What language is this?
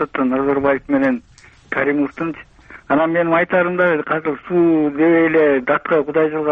Kyrgyz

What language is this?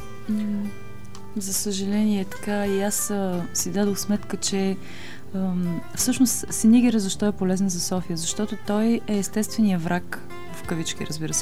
Bulgarian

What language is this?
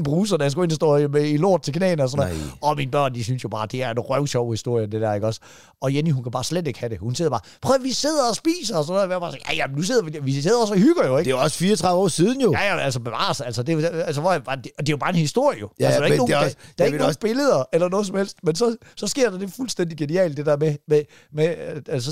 Danish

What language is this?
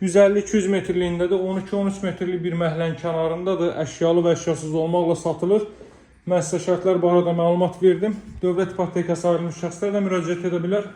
Azerbaijani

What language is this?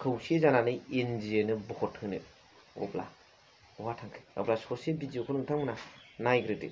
Bodo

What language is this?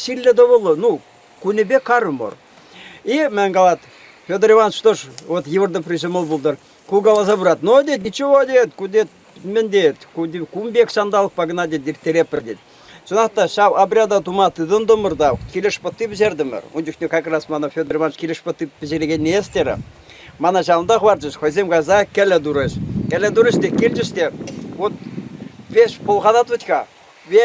Chuvash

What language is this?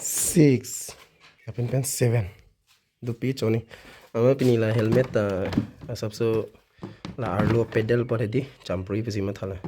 Karbi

